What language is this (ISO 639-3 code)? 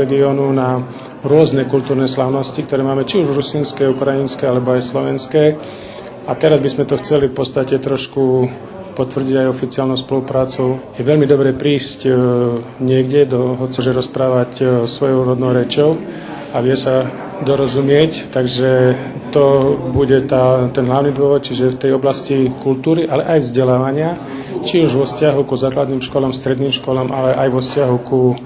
rue